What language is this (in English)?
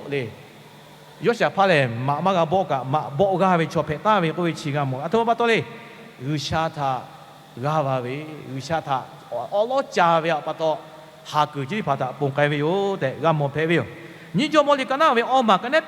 Lahu